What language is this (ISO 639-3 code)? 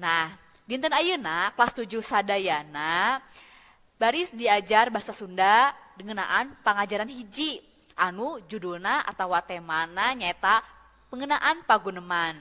sun